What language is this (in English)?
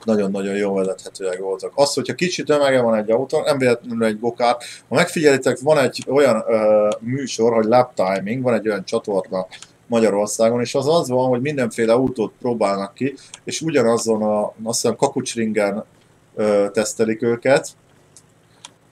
Hungarian